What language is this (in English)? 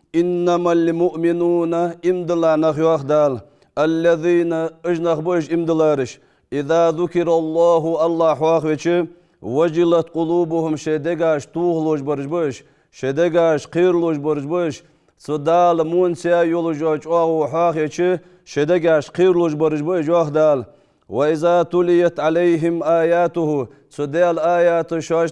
Ingush